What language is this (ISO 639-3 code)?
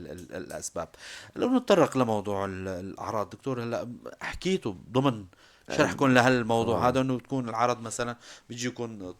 apc